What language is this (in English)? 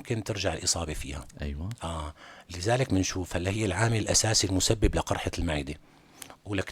North Levantine Arabic